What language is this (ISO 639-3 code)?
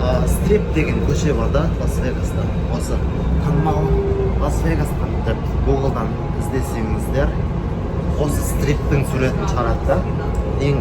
kaz